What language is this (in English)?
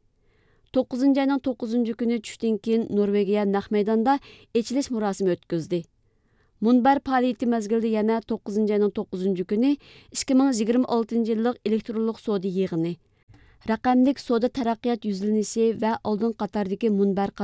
Uyghur